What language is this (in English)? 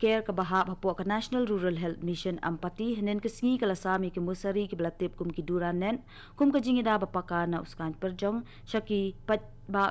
Khasi